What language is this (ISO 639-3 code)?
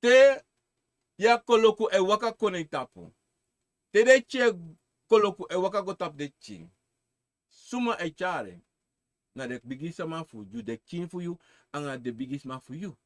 srn